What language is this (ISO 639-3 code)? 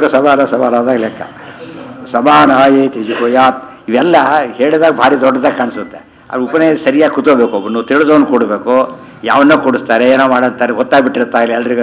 kan